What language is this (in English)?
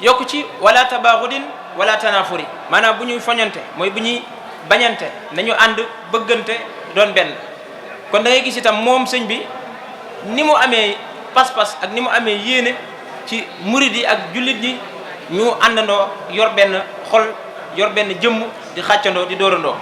Wolof